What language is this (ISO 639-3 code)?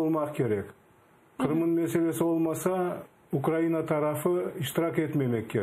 crh